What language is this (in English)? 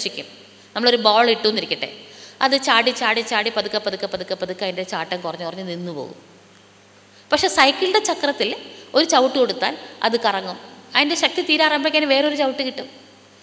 Malayalam